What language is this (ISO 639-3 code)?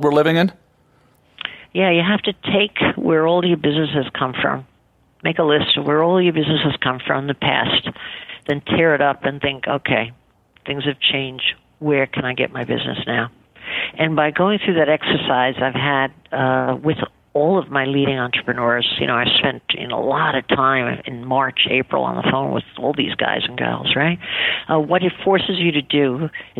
eng